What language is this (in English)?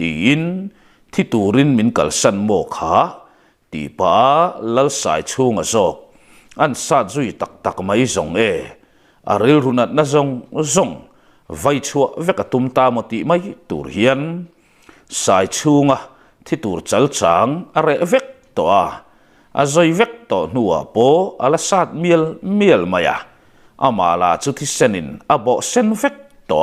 Mizo